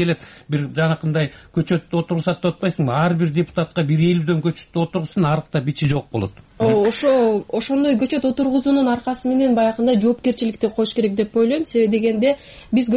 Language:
Kyrgyz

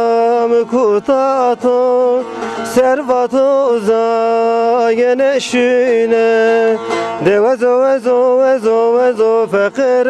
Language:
Zaza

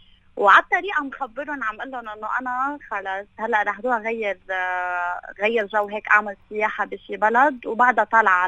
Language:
North Levantine Arabic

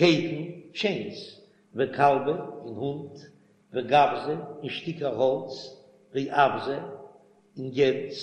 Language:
Yiddish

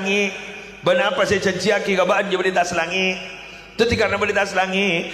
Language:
Madurese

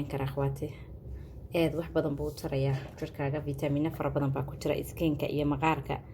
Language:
Somali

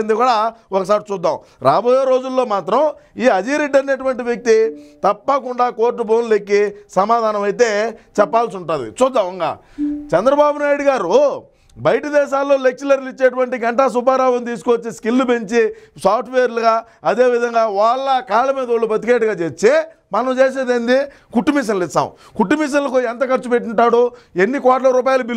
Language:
Telugu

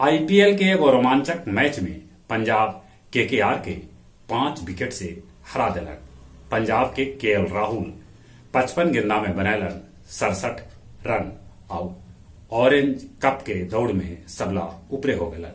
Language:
Magahi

